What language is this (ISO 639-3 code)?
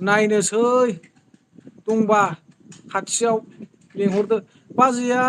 brx